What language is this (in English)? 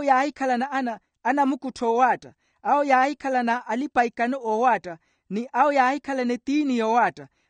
Makhuwa